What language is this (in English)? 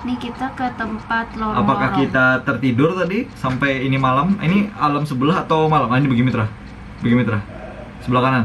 Banjar